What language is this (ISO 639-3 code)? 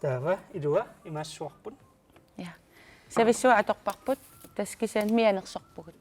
kal